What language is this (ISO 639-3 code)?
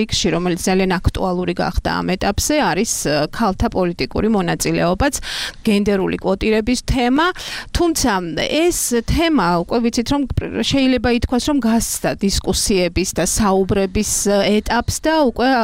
kat